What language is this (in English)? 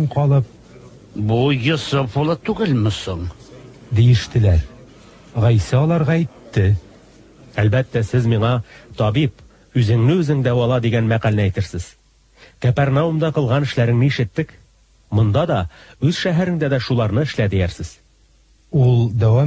Tatar